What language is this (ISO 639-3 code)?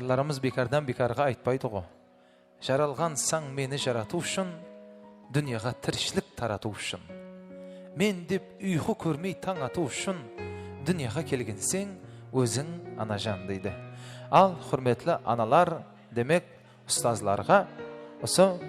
kaa